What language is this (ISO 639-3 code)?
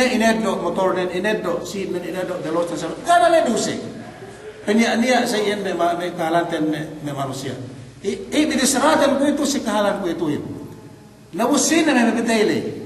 yka